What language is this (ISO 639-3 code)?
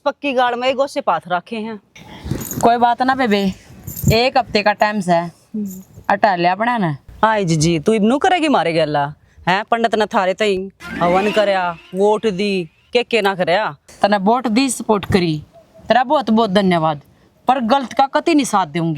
bgc